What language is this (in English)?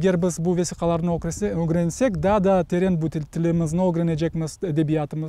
Crimean Tatar